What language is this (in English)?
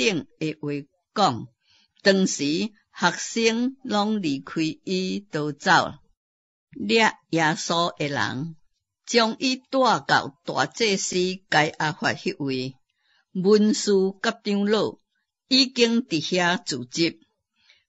Min Nan Chinese